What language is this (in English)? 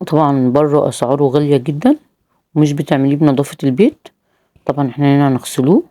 Egyptian Arabic